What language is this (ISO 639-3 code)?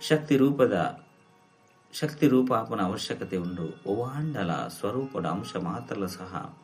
tcy